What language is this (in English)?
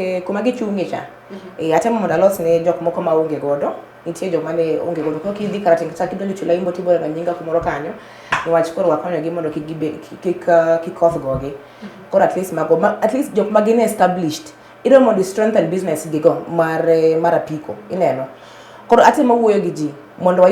Luo (Kenya and Tanzania)